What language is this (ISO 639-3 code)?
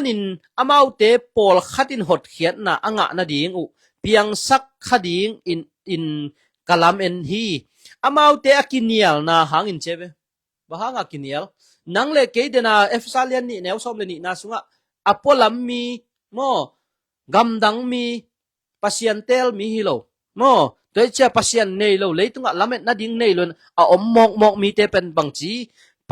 ctd